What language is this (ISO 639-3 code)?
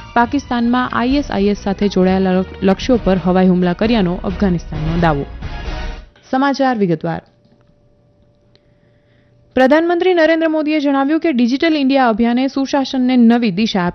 guj